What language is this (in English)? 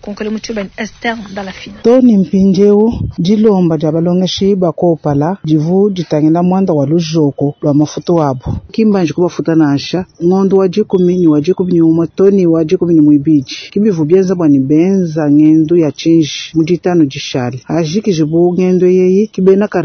Luba-Lulua